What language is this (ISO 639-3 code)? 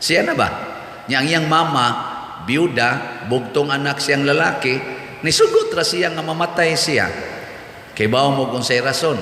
ceb